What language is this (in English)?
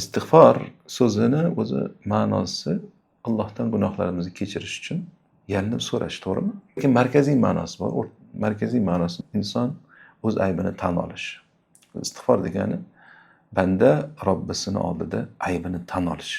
Uzbek